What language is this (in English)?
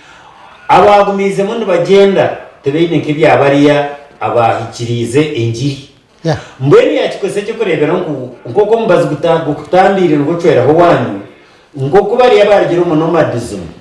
Nyankole